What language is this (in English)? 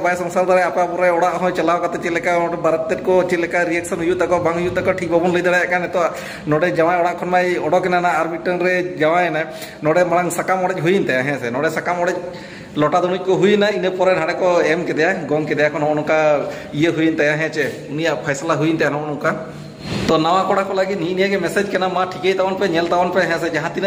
Santali